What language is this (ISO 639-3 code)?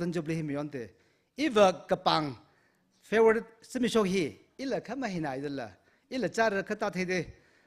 nmf